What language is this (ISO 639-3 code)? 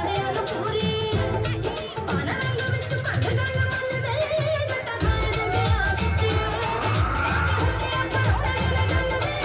pan